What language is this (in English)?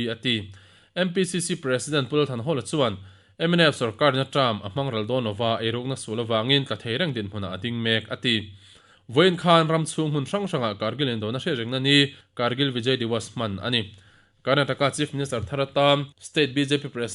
Mizo